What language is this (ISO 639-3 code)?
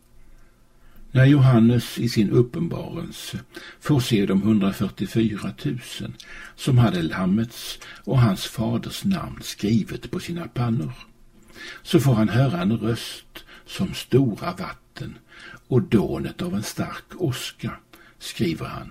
swe